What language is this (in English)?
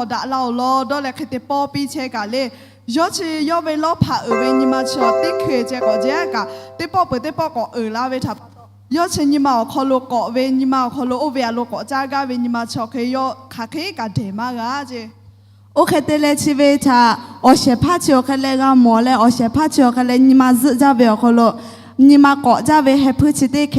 Lahu